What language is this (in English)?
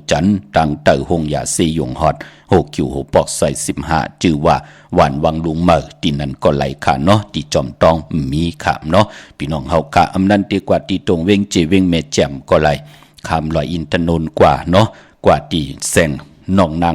Shan